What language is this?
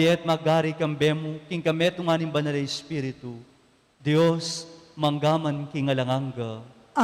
Pampanga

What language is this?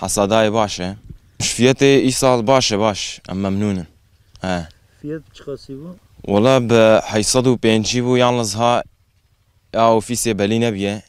Kurdish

